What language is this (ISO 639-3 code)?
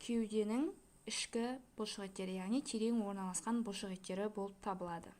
kaz